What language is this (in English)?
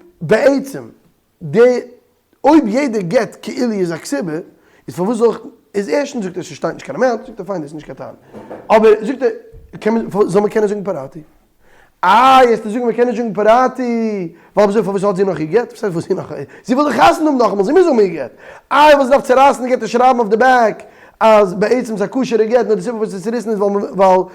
Yiddish